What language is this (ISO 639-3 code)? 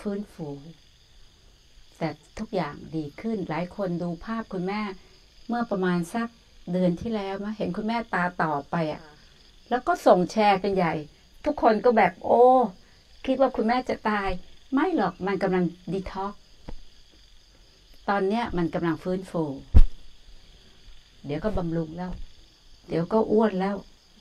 tha